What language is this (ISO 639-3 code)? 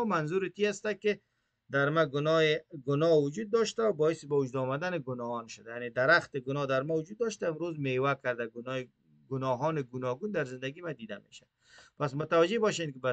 fas